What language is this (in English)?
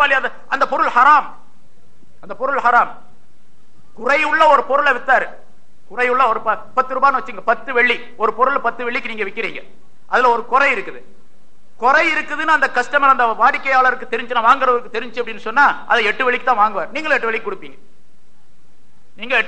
Tamil